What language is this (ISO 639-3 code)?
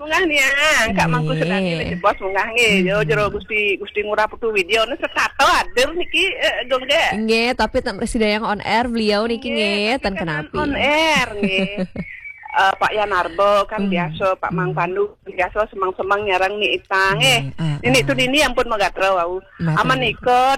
ban